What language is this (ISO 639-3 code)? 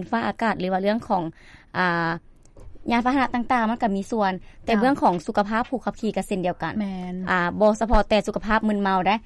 lao